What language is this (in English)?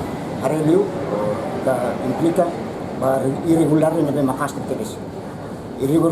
Tetum